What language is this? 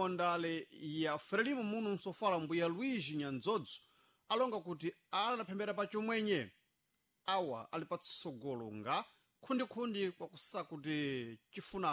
Sena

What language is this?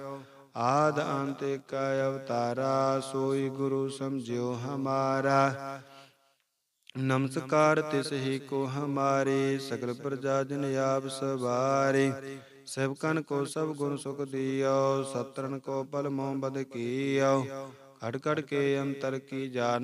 Punjabi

